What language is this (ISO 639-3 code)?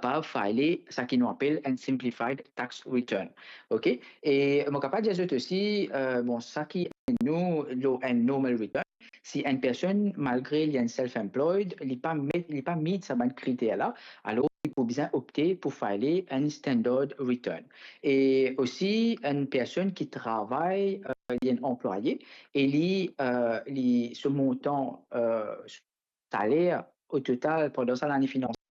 mfe